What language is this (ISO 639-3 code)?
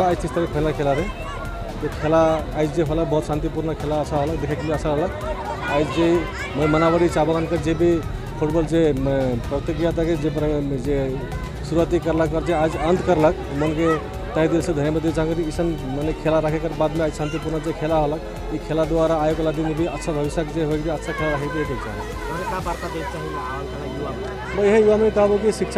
sck